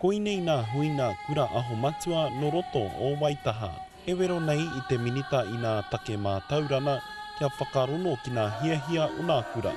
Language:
Māori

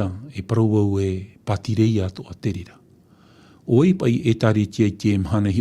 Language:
Tahitian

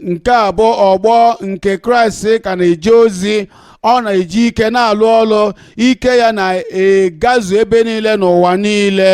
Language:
Igbo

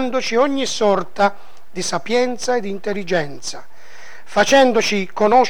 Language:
Italian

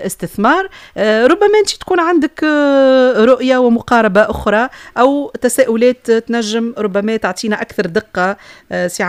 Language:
Tunisian Arabic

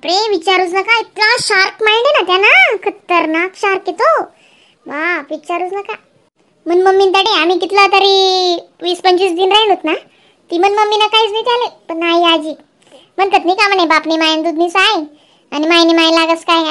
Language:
Khandesi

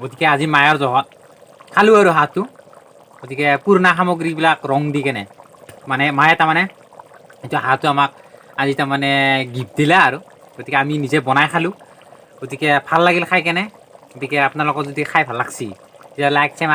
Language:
Assamese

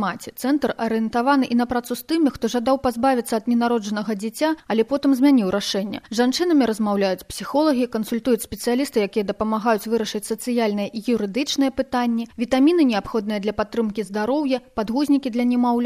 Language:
Belarusian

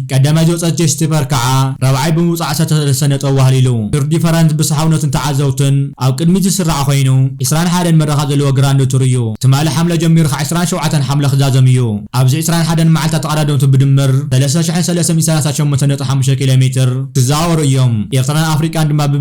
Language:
Tigrinya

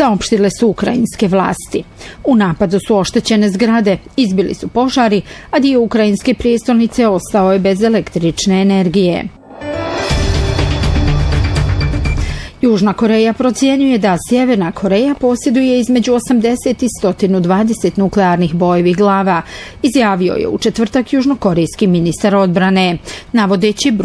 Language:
Bosnian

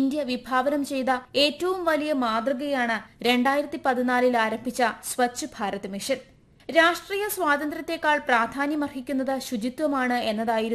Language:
Malayalam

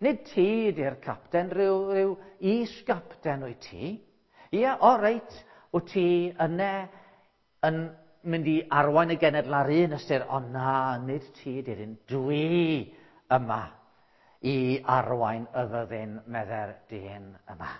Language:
Welsh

